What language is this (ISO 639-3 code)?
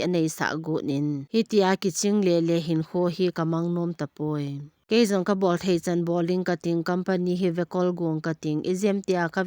tcz